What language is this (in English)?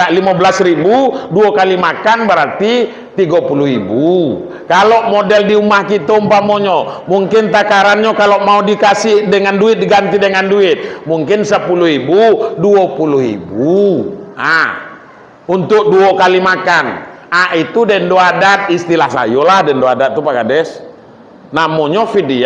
Minangkabau